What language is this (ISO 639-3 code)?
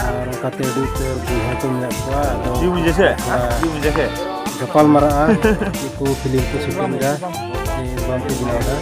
sat